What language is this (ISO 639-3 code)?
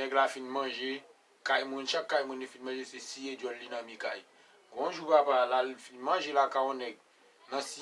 hat